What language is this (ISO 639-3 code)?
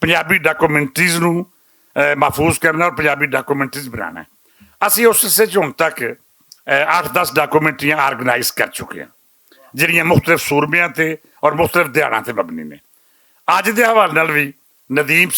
lah